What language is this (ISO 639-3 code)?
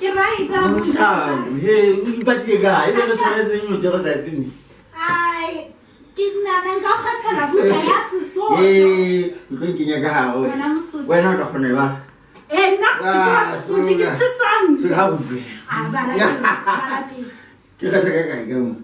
sot